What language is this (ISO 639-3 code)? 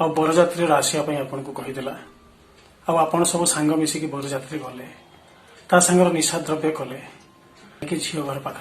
ori